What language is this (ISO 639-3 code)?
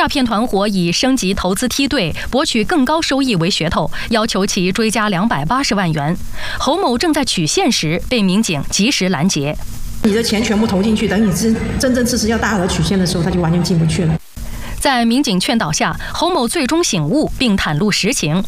zho